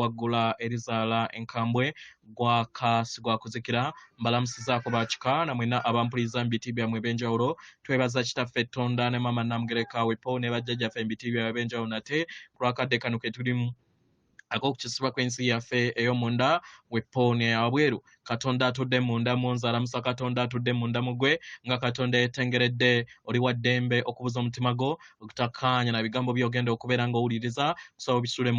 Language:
Ganda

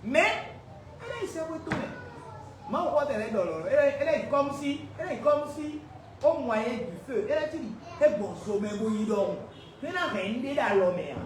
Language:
Fon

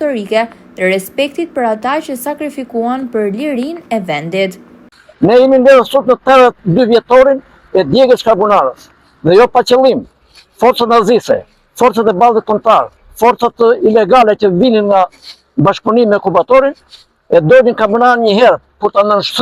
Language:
Albanian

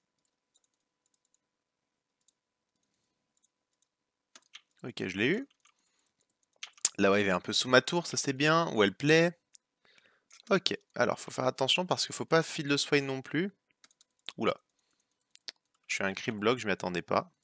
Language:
French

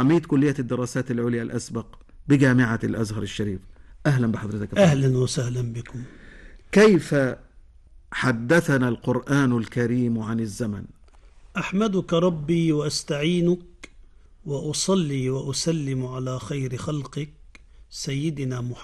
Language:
Arabic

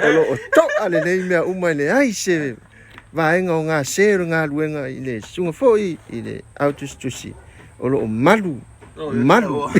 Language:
Samoan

